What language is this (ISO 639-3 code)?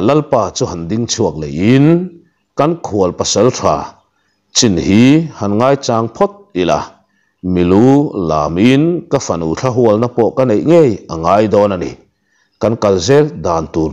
lus